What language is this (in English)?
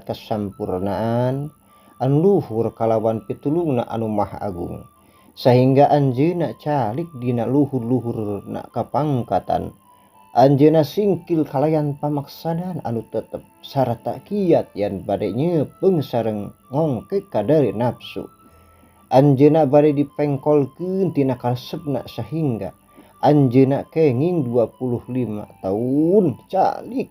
Sundanese